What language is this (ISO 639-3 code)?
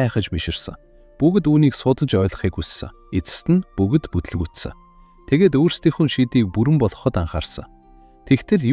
mon